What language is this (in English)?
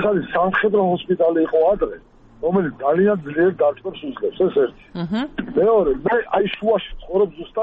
Georgian